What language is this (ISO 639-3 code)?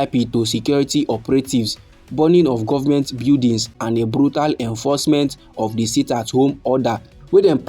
pcm